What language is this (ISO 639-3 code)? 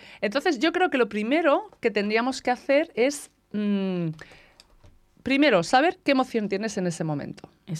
spa